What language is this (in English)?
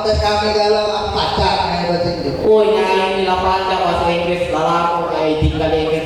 Musi